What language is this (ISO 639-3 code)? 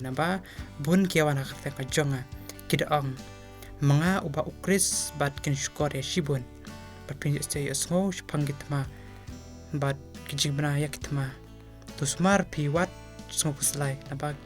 kha